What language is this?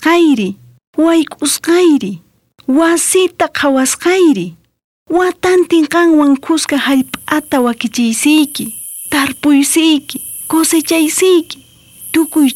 South Bolivian Quechua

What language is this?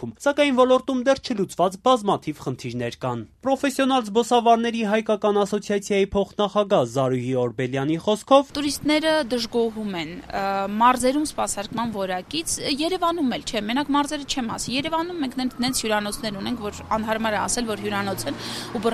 Armenian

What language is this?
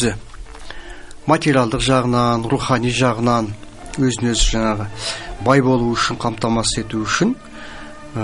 Kazakh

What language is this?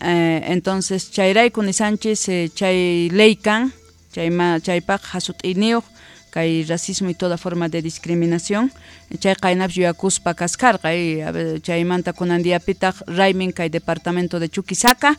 South Bolivian Quechua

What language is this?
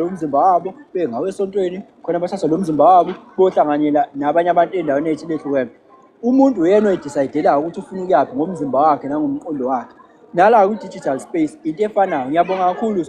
Zulu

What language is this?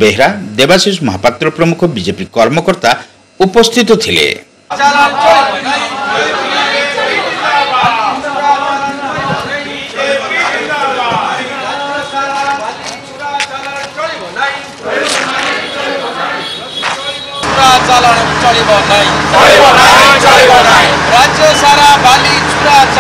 Odia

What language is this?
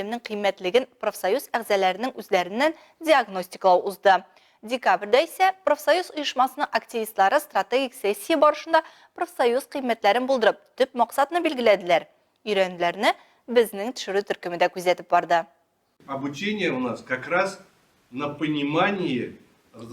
Tatar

